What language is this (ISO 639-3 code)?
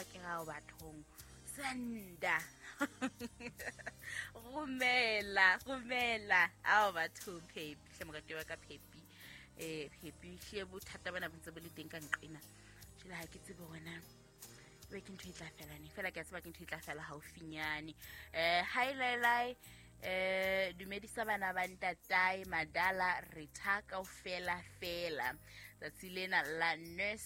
sot